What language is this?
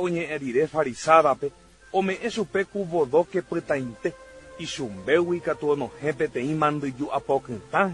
Guarani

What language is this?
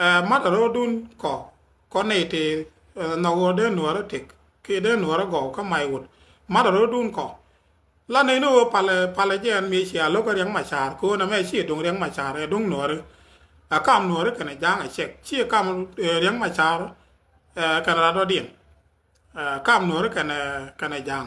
Nuer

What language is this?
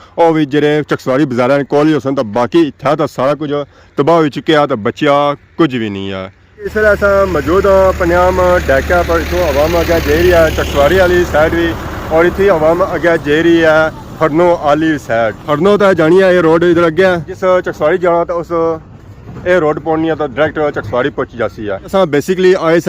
Pahari-Potwari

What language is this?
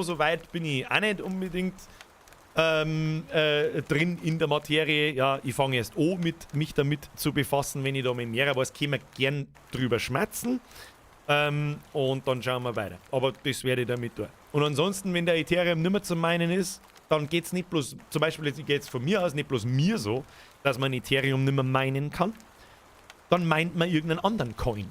Bavarian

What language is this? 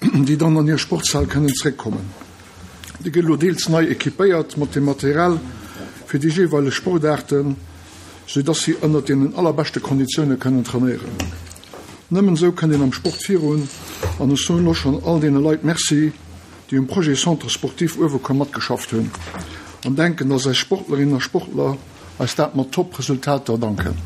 Luxembourgish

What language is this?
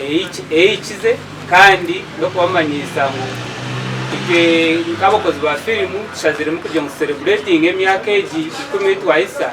Nyankole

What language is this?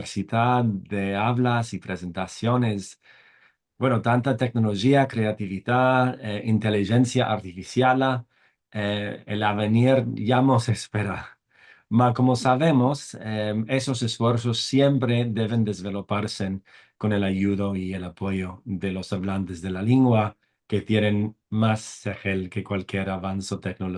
Ladino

